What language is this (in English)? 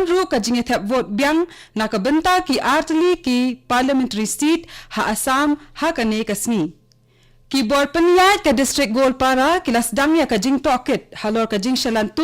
Khasi